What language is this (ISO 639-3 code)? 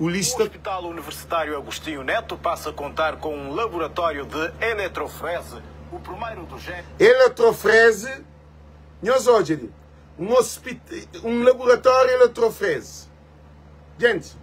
kea